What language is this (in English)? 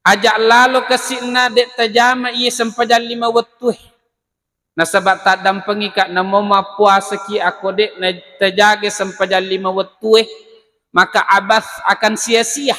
Buginese